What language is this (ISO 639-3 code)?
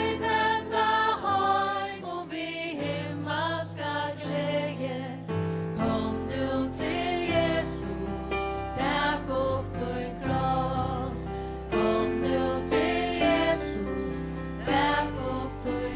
fao